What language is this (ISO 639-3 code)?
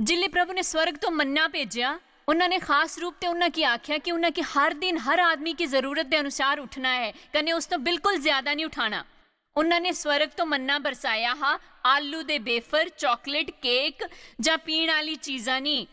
doi